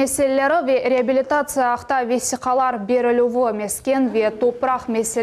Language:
Crimean Tatar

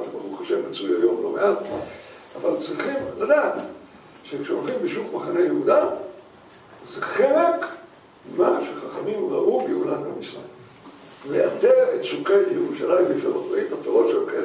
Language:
Hebrew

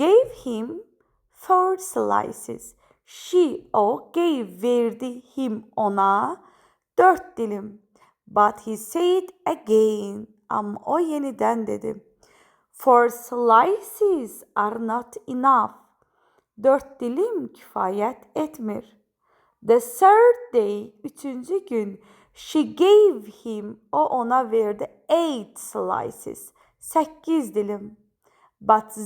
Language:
Azerbaijani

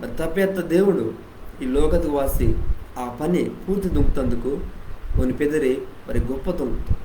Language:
Koya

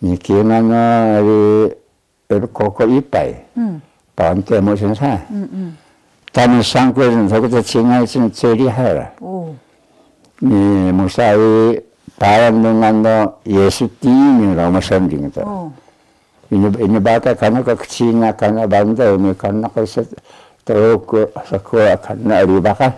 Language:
Taroko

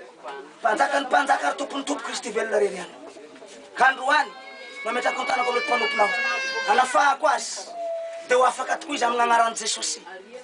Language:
Malagasy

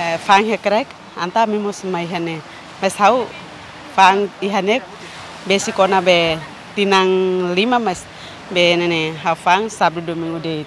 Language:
Tetum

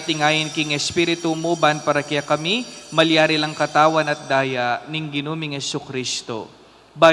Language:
Pampanga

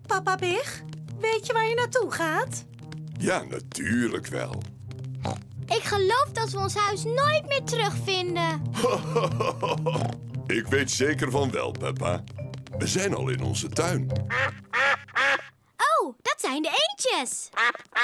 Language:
Dutch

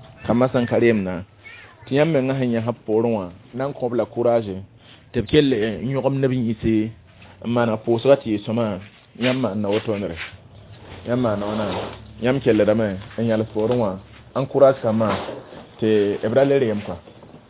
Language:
Mossi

